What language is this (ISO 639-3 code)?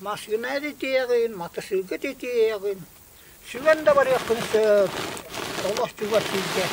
sah